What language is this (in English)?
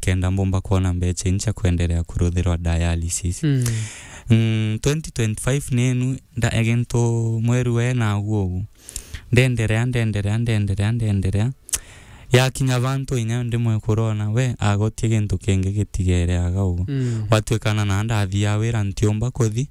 Meru